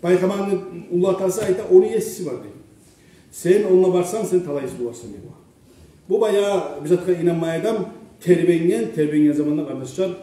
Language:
Kumyk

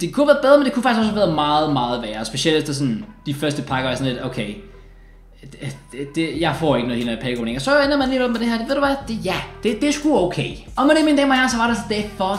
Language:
Danish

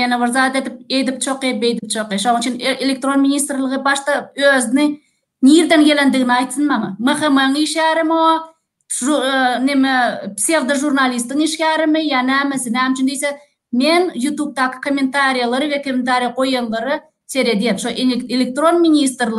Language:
Turkmen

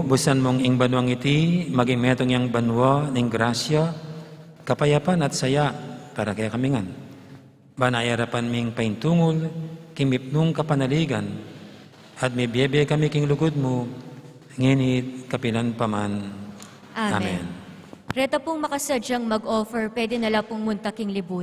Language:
Pampanga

